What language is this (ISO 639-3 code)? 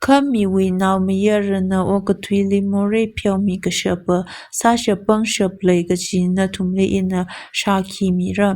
nmf